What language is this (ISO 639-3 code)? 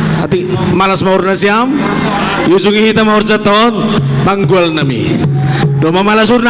bts